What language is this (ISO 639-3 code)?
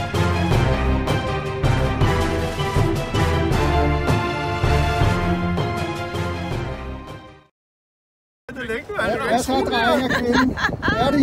dan